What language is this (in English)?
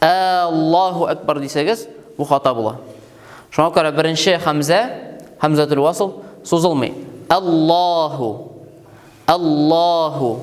Tatar